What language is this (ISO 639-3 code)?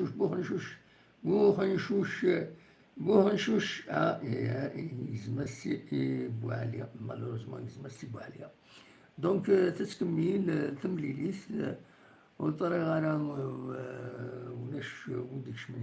kab